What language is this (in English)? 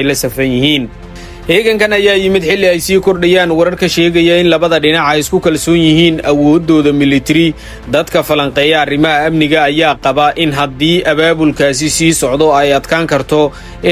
Somali